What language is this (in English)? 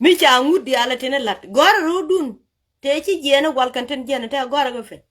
Nuer